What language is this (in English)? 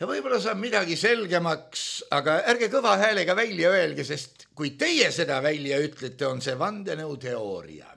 Estonian